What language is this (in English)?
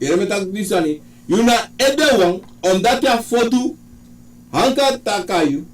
Sranan Tongo